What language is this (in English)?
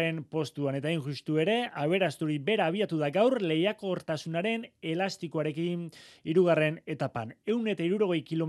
Basque